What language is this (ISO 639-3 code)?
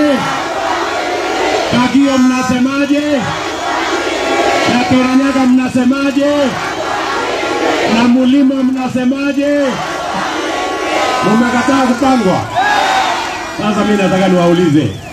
swa